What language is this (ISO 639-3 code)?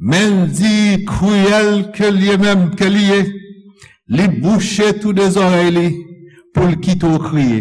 hat